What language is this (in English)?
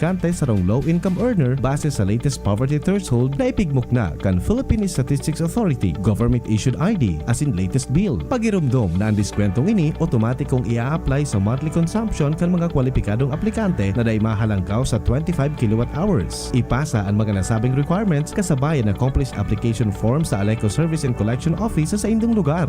Bikol